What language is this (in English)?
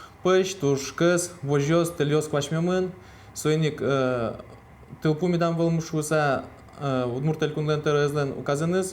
Udmurt